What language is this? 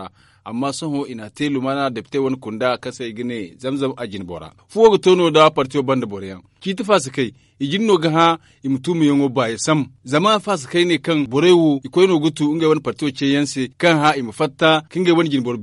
Zarma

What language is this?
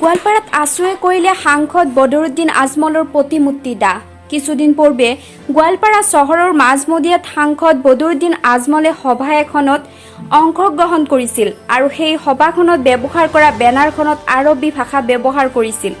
Assamese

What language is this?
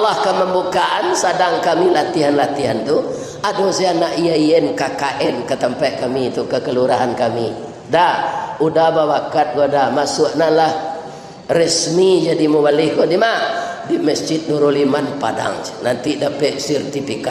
Minangkabau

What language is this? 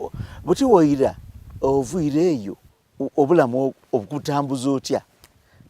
Soga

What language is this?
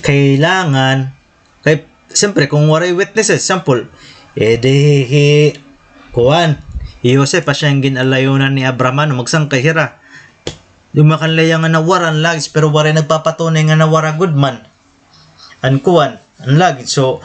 Waray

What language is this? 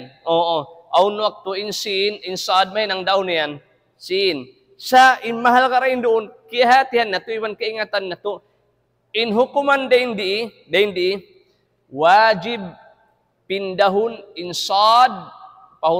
Tausug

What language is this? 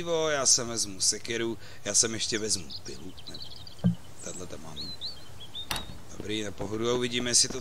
Czech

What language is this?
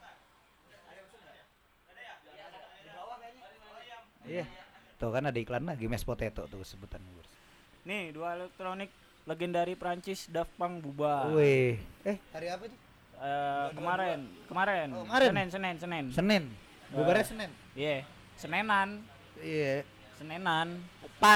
Indonesian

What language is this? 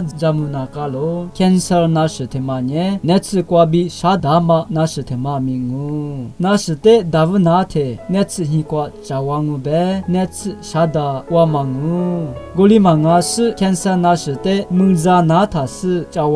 Lisu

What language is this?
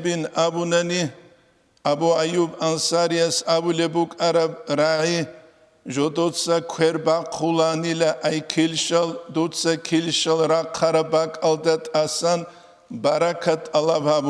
Avaric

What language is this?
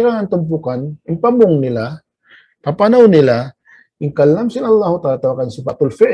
Tausug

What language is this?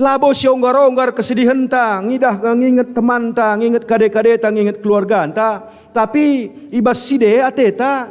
Batak Karo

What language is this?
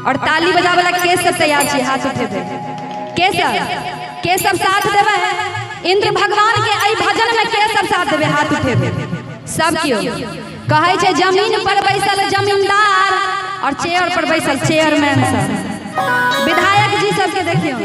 Maithili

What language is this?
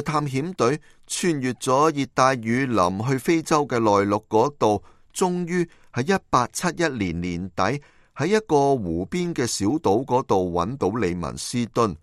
Cantonese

